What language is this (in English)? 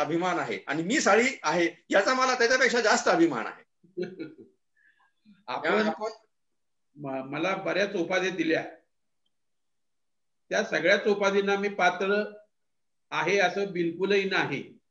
Marathi